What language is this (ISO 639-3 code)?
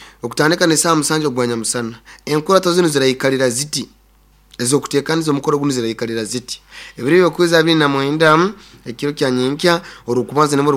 nyn